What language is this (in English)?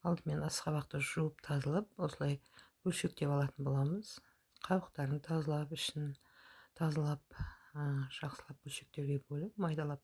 Kazakh